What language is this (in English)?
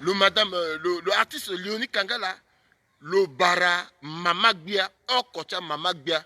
Sango